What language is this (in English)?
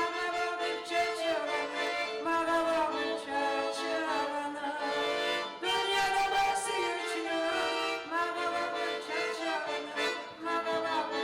Kumyk